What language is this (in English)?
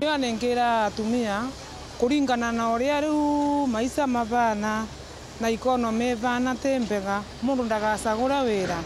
Meru